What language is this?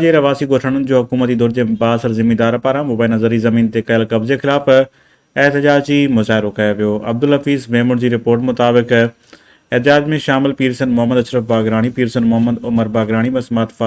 Sindhi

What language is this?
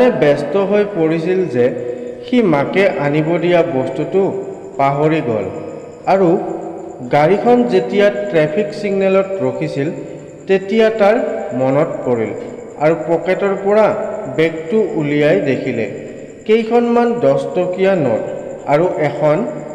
Assamese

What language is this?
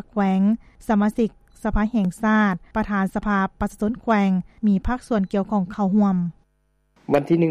Lao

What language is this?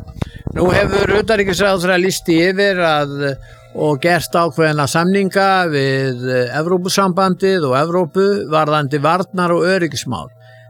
Icelandic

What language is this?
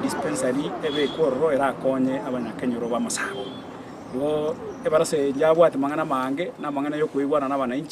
Gusii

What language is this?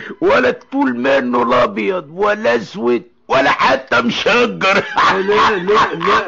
Egyptian Arabic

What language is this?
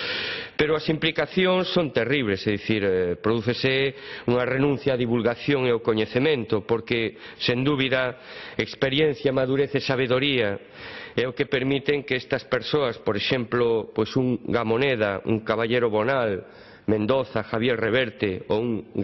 Galician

